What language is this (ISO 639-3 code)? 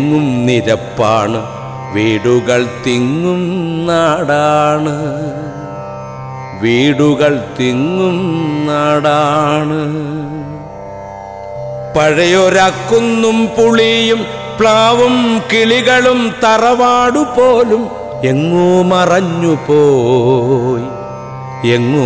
mal